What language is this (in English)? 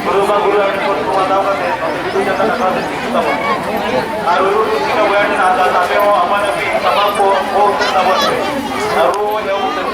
Santali